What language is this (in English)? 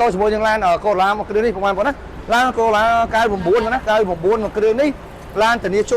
Khmer